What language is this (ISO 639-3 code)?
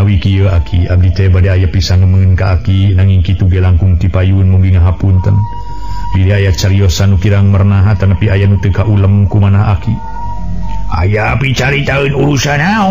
sun